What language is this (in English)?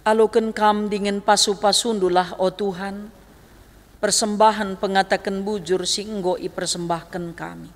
Batak Karo